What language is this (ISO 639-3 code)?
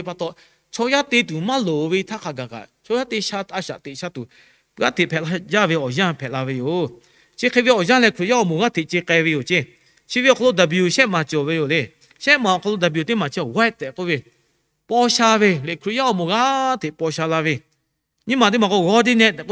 lhu